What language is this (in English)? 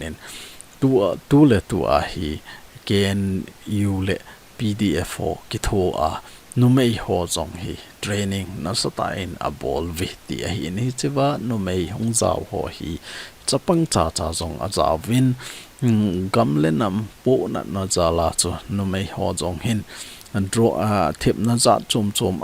Thado Chin